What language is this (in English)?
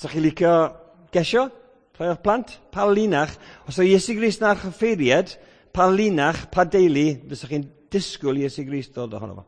Welsh